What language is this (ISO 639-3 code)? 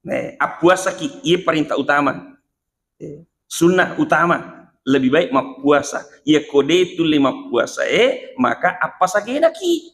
bug